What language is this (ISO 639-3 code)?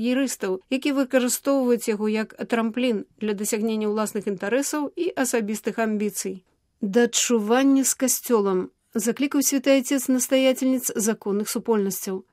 bel